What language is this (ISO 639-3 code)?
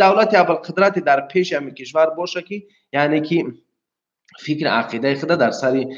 tgk